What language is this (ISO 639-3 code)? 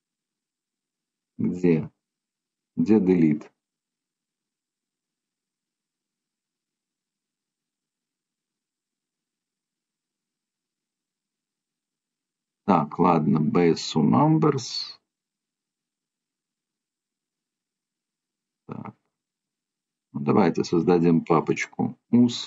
rus